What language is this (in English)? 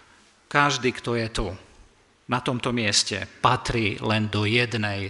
Slovak